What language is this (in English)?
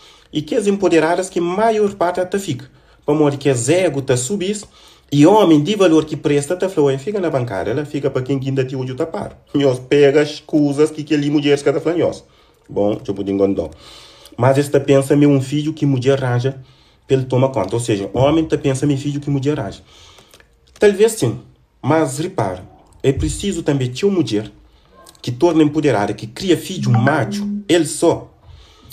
Kabuverdianu